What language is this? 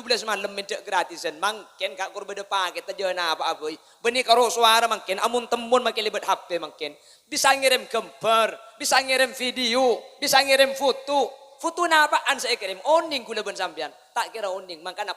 Madurese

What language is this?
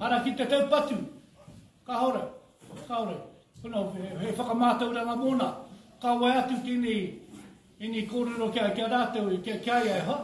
Māori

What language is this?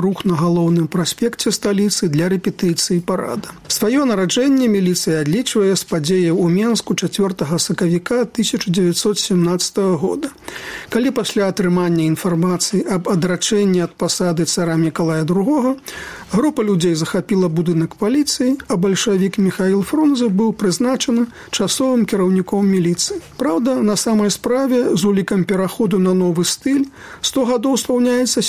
Belarusian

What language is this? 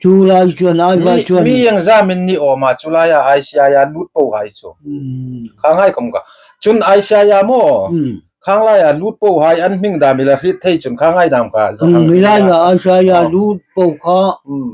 Hmar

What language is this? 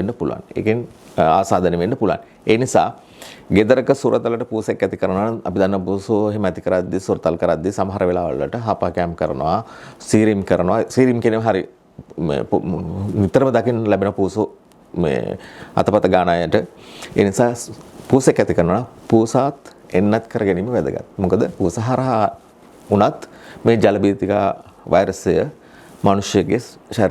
Sinhala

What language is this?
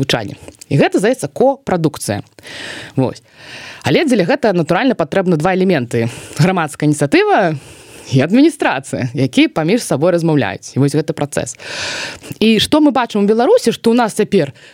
Belarusian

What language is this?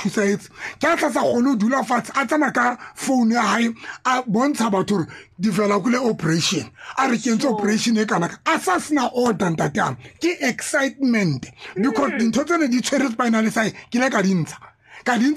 Tswana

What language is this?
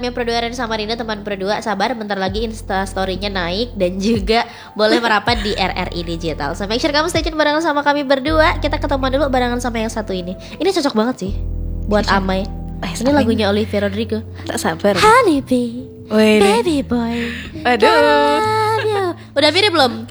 Indonesian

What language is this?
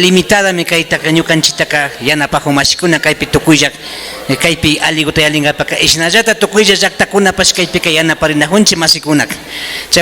Imbabura Highland Quichua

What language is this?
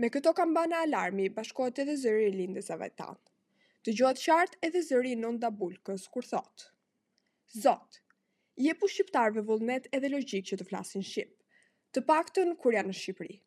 Albanian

